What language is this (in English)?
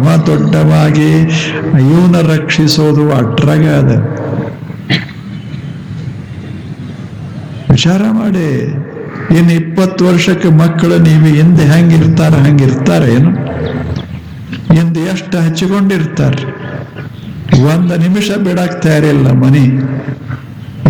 Kannada